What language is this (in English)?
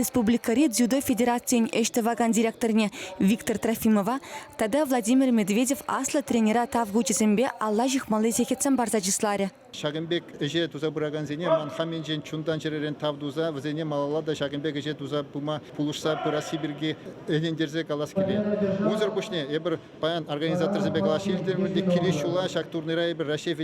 Chuvash